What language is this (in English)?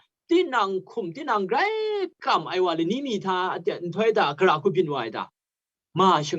Kachin